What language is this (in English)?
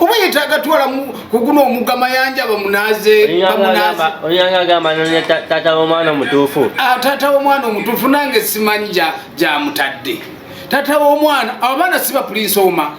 Ganda